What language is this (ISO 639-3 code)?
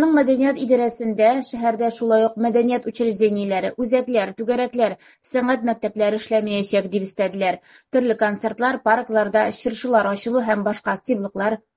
tat